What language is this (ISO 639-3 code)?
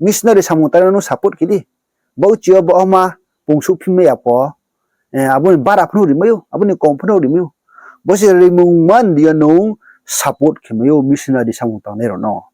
ria